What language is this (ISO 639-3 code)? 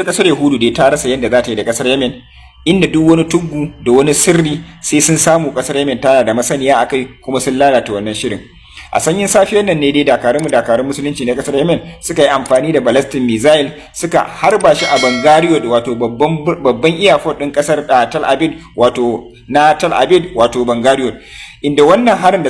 hau